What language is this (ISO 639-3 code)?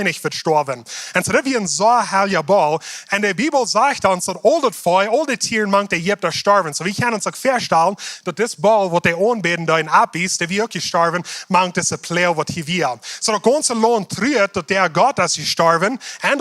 pdt